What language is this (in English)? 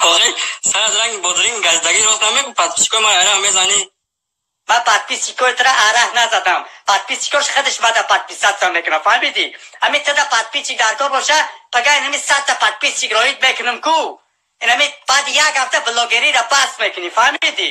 Tajik